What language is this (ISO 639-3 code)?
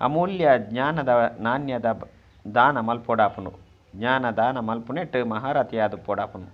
tcy